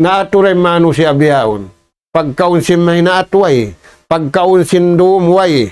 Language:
Tausug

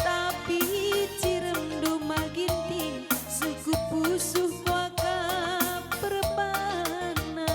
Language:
Batak Karo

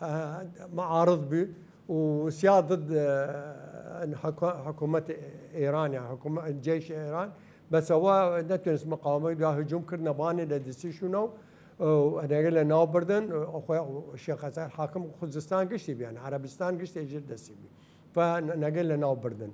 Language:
Southern Kurdish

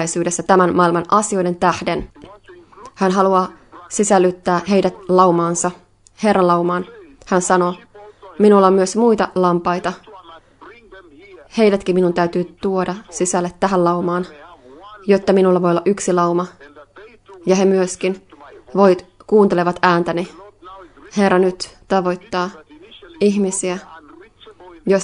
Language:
Finnish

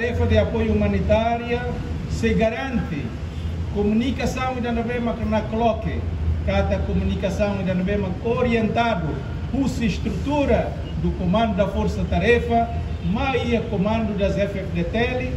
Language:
Tetum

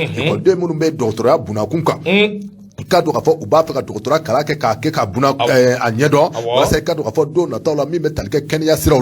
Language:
Bambara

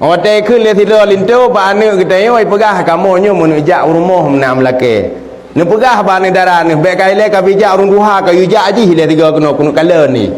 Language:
Achinese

